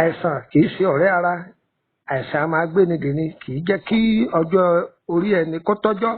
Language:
Yoruba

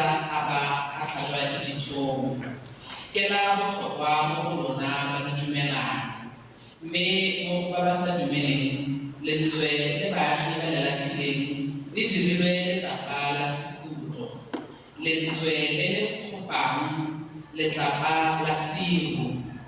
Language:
Tswana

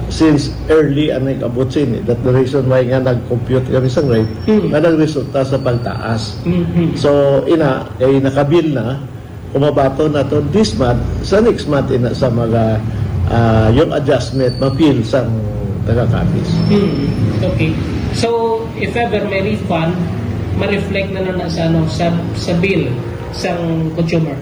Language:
Hiligaynon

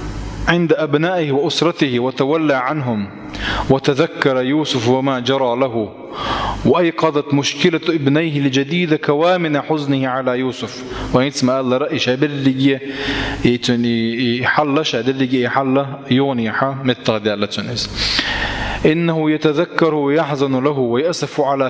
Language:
Chechen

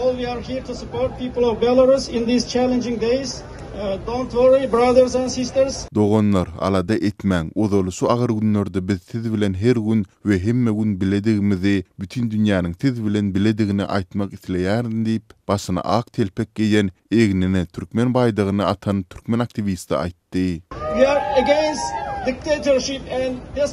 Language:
Turkmen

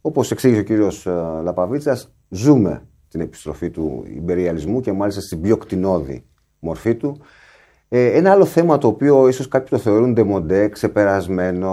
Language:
Greek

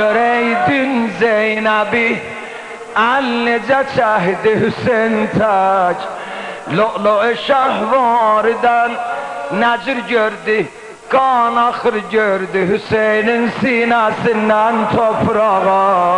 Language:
South Azerbaijani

